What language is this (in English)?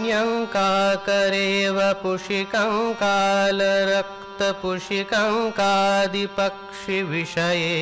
Sanskrit